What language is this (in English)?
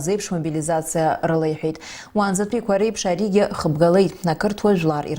Abkhazian